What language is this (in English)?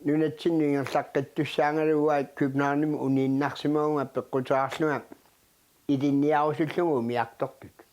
Kalaallisut